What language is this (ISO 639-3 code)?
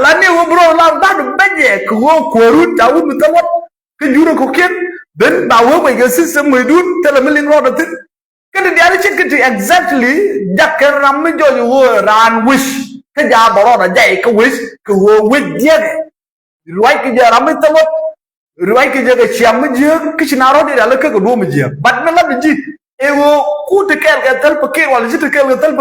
nus